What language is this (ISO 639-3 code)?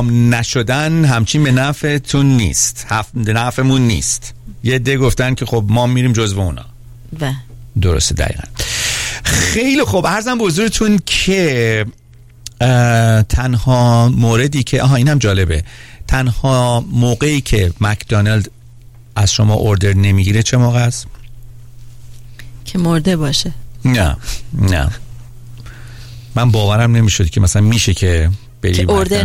fas